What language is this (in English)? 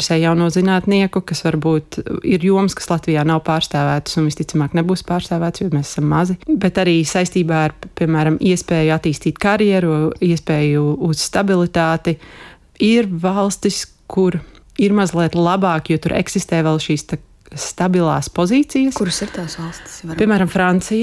Latvian